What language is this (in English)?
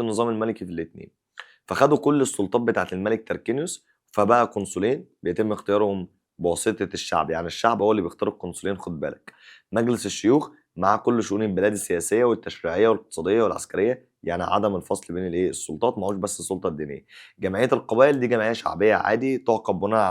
Egyptian Arabic